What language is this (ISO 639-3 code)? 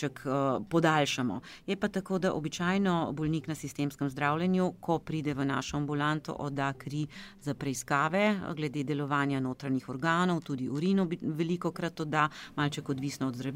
slv